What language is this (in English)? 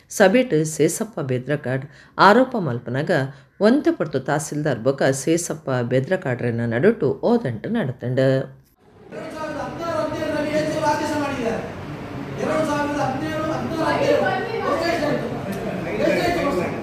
Tulu